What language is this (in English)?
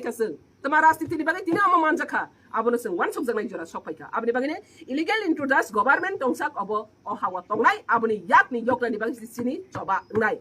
Riang (India)